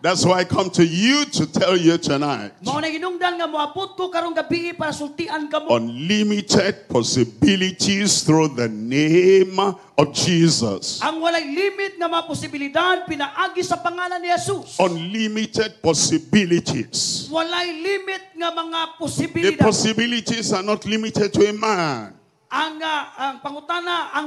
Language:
Cebuano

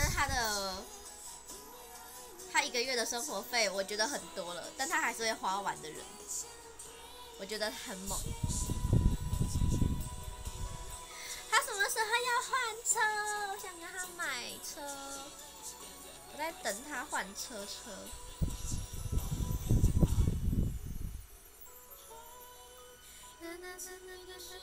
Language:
Chinese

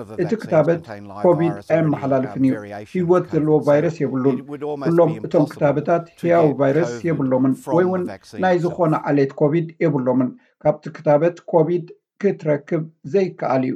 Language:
Tigrinya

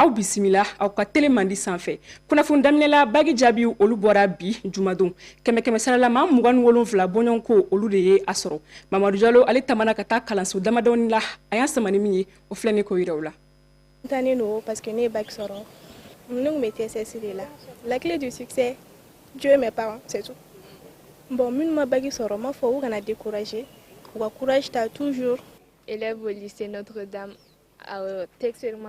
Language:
Bambara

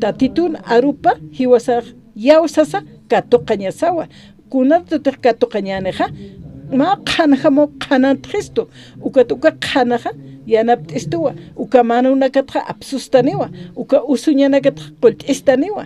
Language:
Aymara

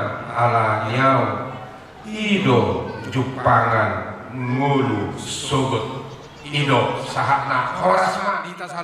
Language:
Batak Toba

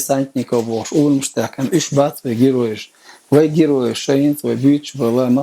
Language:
Chechen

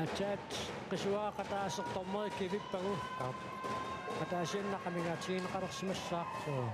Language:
Kalaallisut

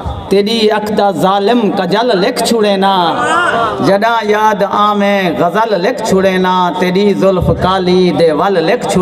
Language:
Saraiki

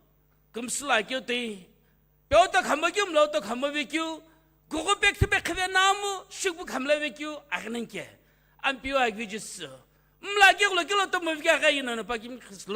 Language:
Sumi Naga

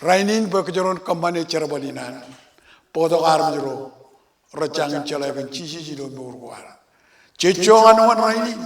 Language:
Marshallese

